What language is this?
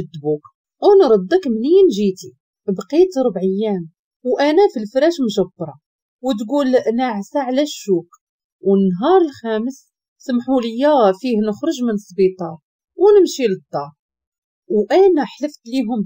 Moroccan Arabic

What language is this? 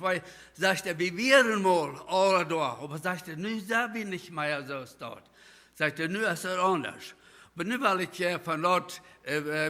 Plautdietsch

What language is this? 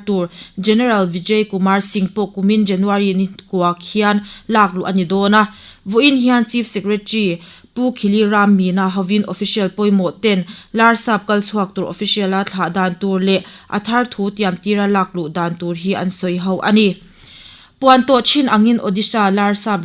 Mizo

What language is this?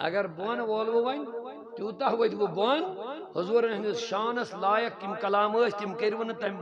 Kashmiri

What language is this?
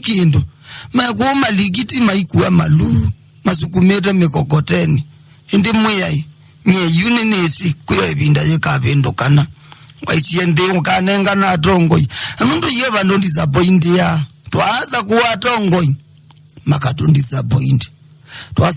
Kamba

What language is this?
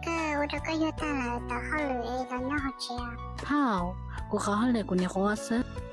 Hmong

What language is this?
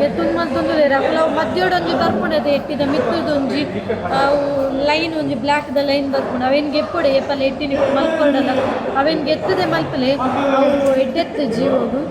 Tulu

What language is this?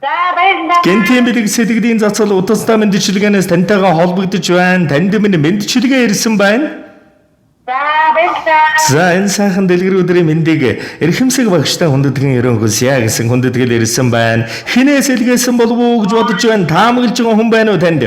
Mongolian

